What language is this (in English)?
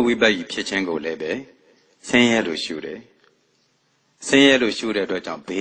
Burmese